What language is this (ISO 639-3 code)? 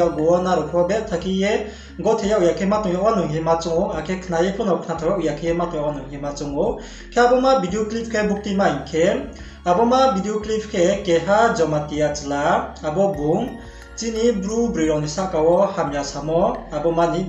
ria